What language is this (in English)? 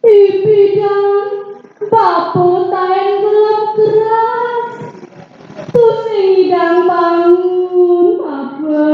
Balinese